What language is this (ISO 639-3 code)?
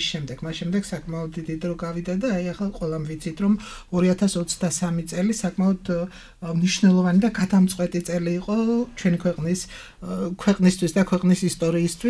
kat